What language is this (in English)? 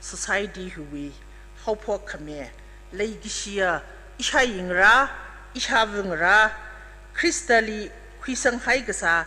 Tangkhul Naga (India)